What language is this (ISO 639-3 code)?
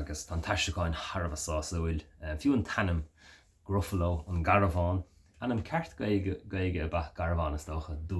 gle